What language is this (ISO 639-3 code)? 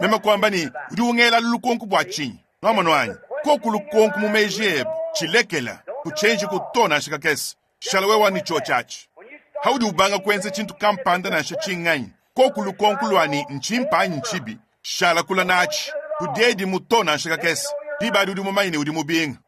lua